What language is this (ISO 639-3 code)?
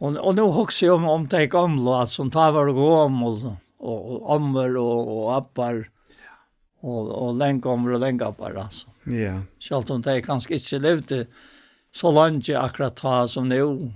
fao